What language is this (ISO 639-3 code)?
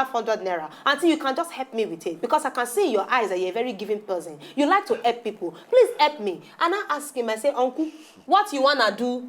pcm